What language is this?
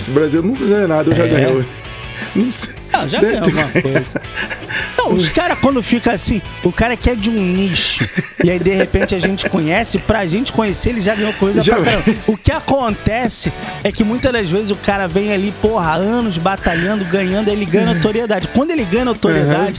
Portuguese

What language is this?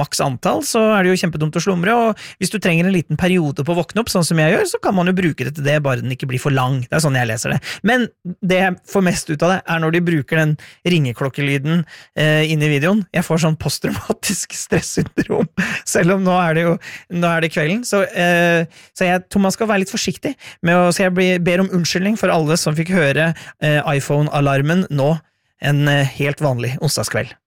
Norwegian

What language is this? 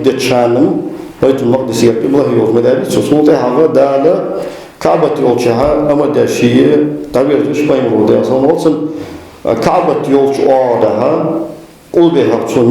Ingush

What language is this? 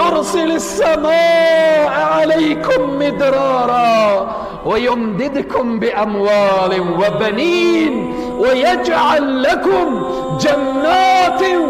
Tajik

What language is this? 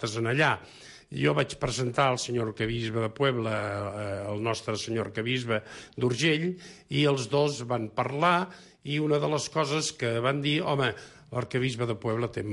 Catalan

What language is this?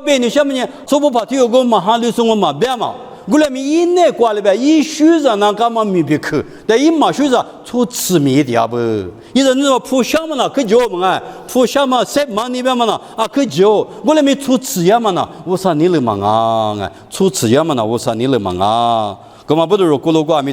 Lisu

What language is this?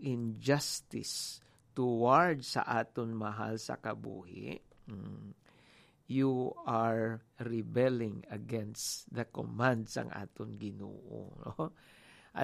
Hiligaynon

